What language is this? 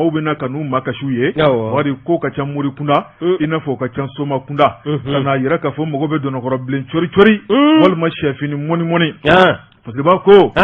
Bambara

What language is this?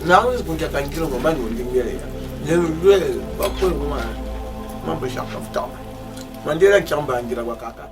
Dagbani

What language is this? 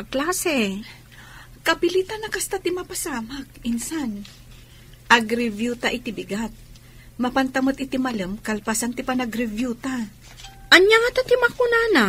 Iloko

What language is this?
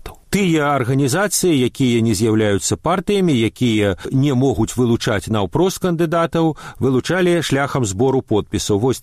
Belarusian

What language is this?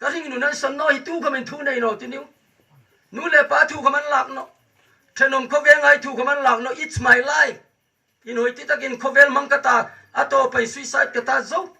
Hmar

